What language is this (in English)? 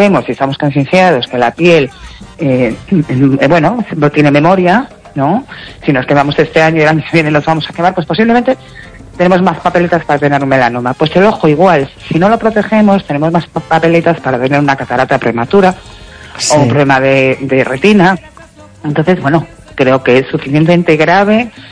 Spanish